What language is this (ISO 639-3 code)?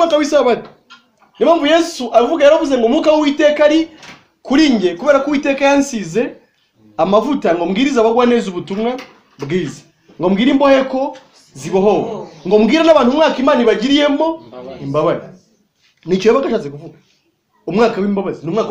kin